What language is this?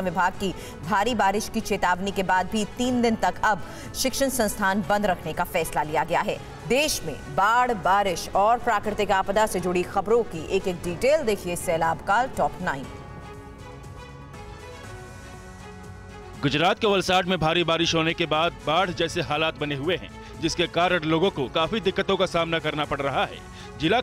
Hindi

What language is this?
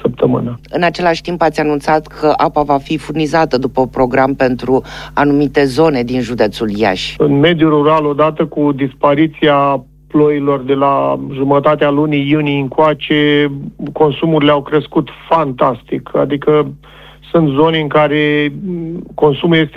Romanian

